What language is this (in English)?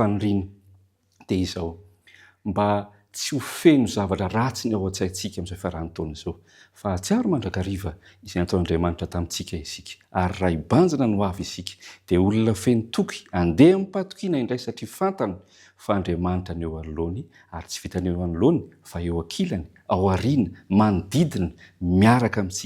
Malagasy